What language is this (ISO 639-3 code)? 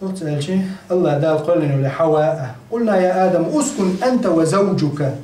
che